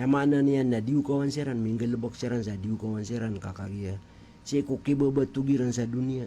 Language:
Maranao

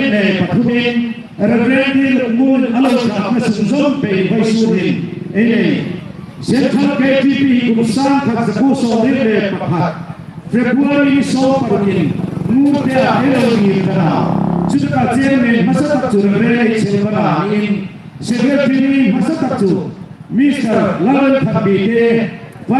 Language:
Hmar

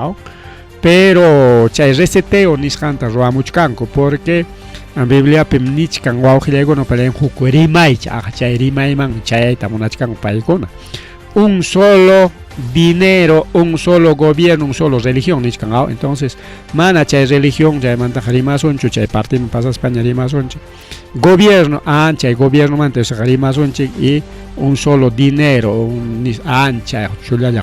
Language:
Ayacucho Quechua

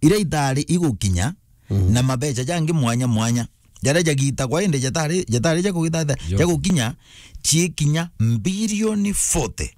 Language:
Meru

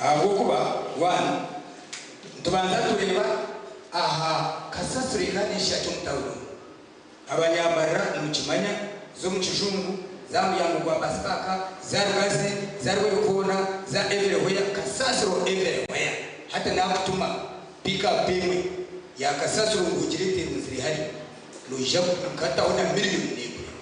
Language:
Nyankole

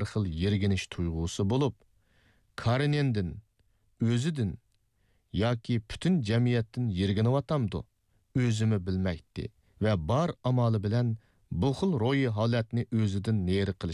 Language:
Uyghur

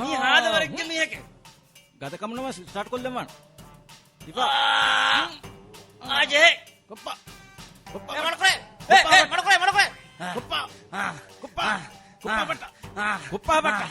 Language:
Divehi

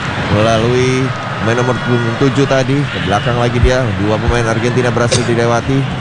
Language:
Indonesian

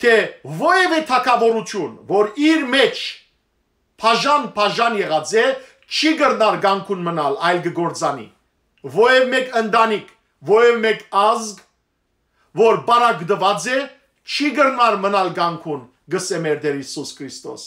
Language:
Western Armenian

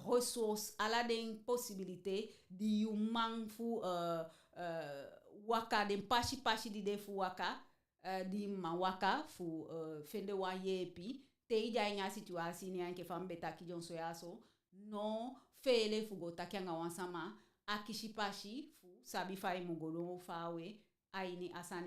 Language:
Eastern Maroon Creole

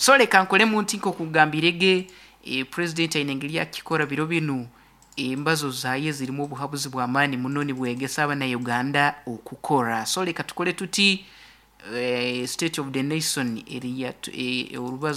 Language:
Nyoro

